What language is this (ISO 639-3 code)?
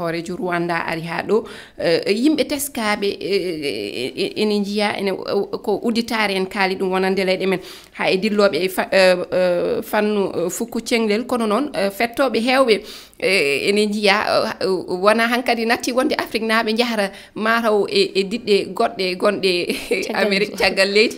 ful